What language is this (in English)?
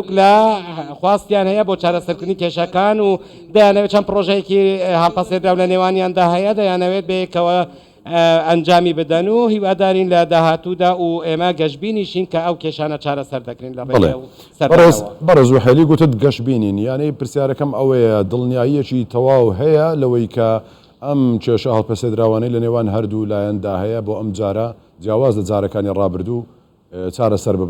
Central Kurdish